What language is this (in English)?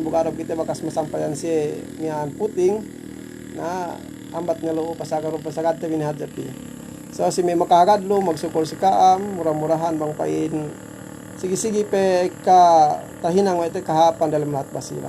Yakan